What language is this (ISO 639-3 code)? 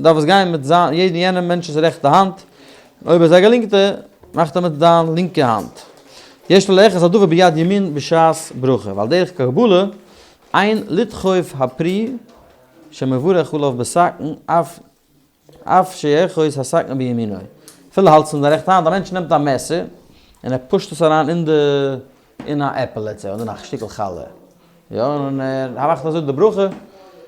yid